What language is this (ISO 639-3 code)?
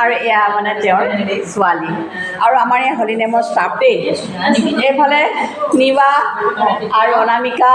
asm